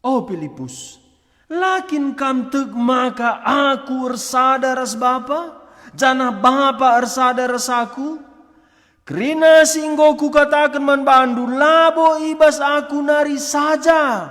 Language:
Batak Karo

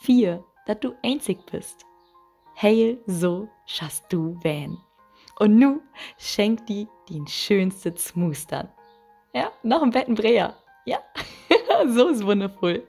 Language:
Low German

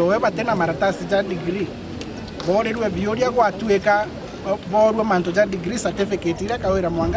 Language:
Meru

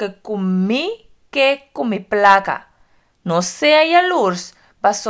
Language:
Papiamento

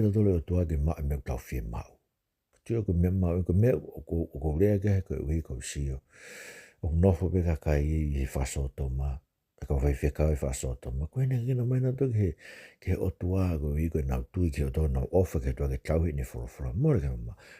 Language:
Tongan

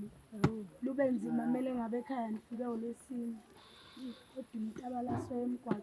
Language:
Zulu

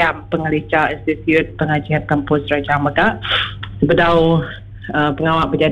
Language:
Iban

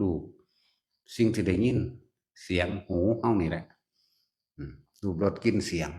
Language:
Northeastern Thai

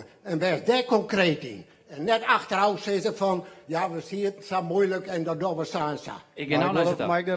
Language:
Western Frisian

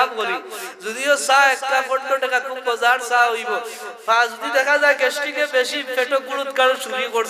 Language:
Sylheti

